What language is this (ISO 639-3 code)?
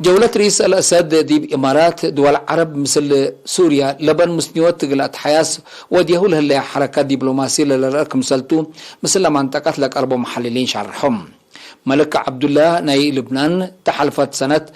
tig